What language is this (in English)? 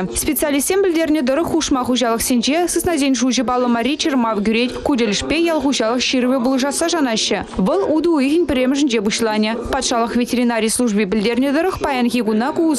Chuvash